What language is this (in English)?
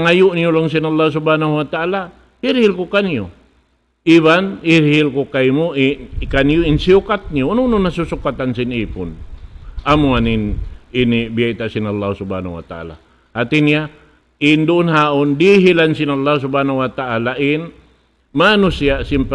Tausug